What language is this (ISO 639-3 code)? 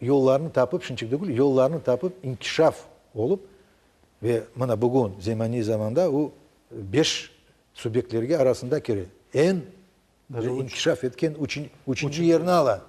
crh